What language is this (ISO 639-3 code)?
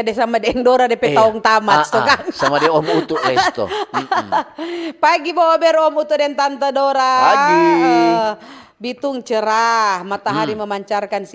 xmm